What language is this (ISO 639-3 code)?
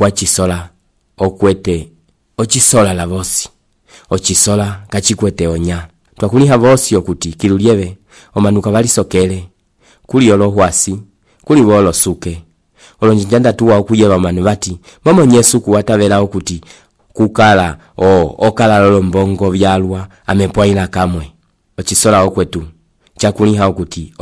umb